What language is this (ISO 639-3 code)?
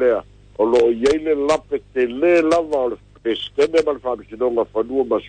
smo